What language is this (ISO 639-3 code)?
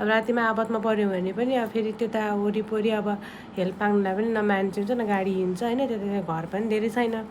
nep